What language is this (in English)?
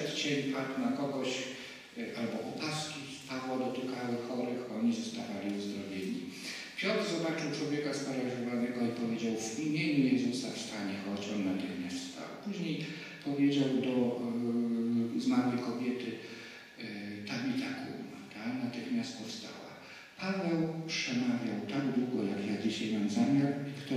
Polish